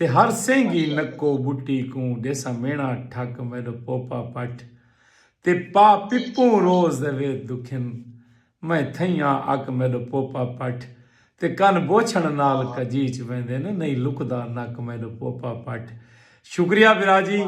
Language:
Saraiki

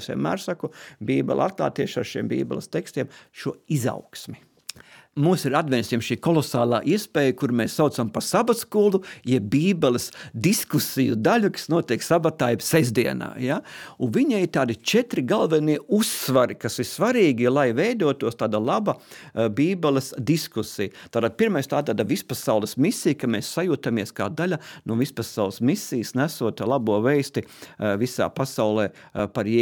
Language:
Latvian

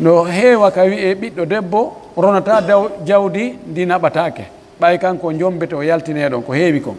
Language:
Pular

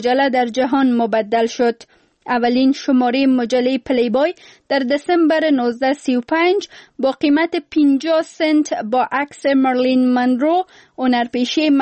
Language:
Persian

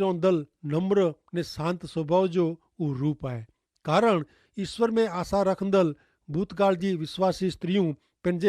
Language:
Kachhi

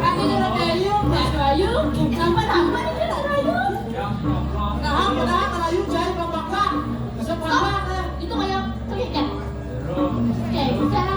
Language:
Balinese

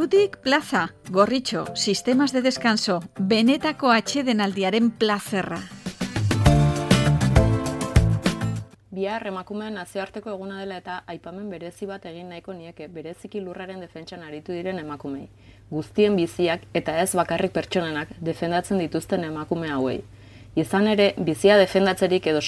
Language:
Basque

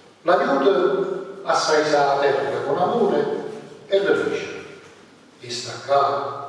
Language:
Neapolitan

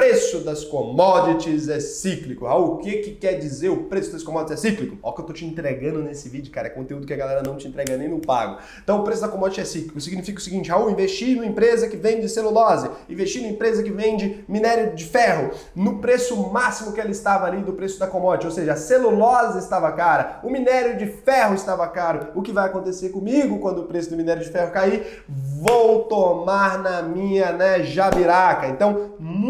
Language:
Portuguese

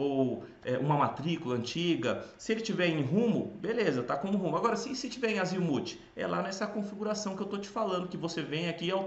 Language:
Portuguese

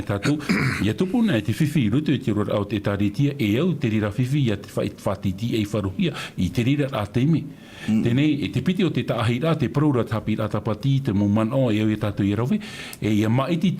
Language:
Tahitian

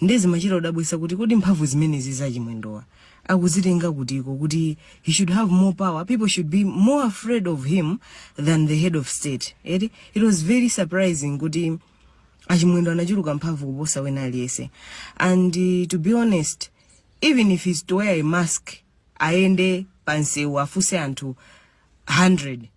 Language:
Nyanja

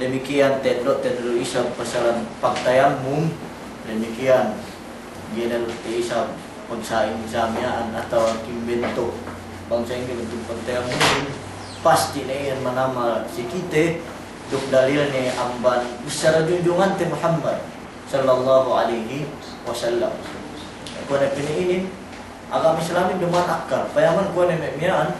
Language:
Yakan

